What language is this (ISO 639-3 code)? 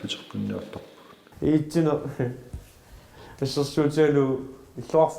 kal